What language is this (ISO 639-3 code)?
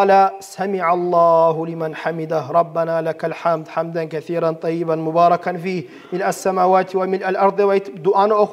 kum